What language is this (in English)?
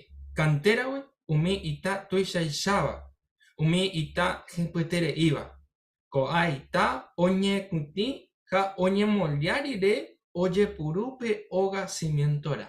Guarani